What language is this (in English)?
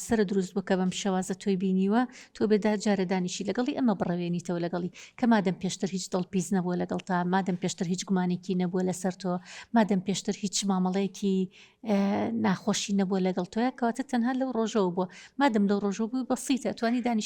Central Kurdish